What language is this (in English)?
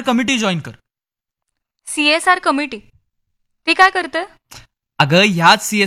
Marathi